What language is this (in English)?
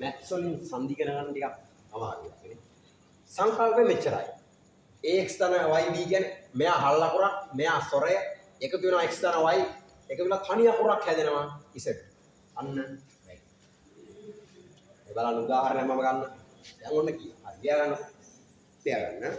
Sinhala